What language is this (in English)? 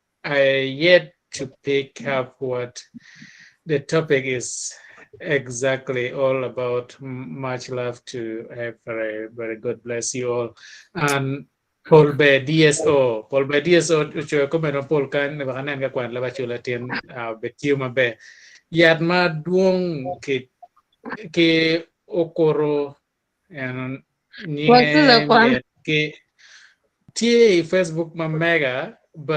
Acoli